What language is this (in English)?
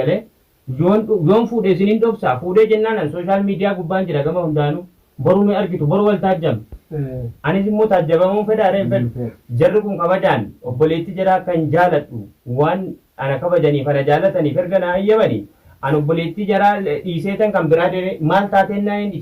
Oromo